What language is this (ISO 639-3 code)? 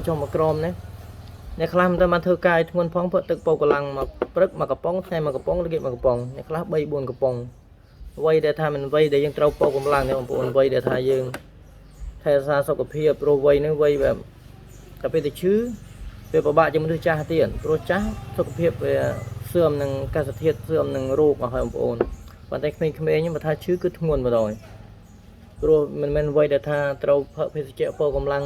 khm